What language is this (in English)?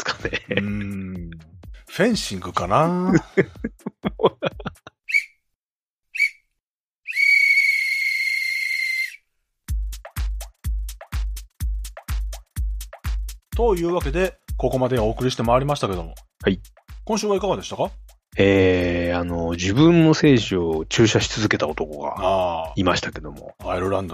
Japanese